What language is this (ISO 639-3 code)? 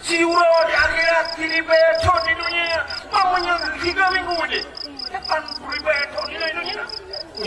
ace